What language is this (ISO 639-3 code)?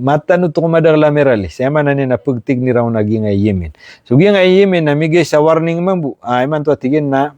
mrw